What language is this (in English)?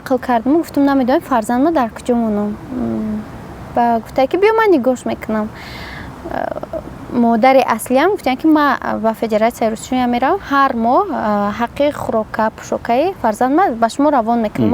Tajik